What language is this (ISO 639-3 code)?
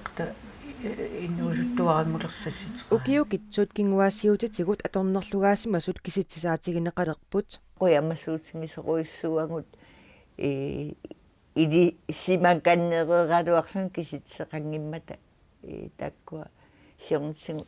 kal